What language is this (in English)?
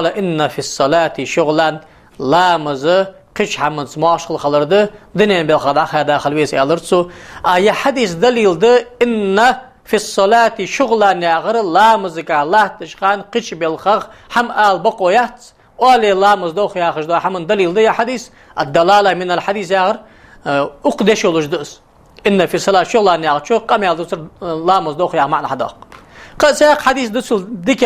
Ingush